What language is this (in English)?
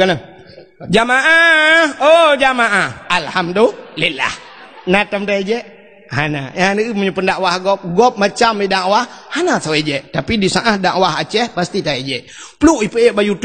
Achinese